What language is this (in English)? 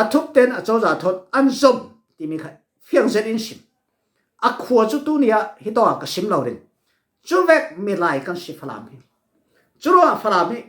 Falam Chin